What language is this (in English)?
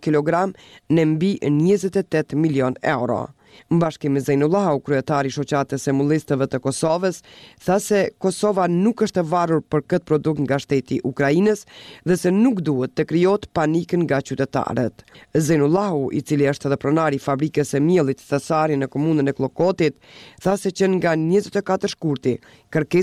Albanian